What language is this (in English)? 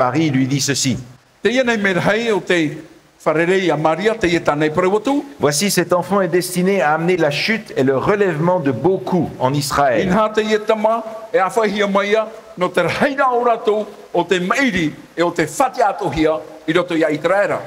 Tahitian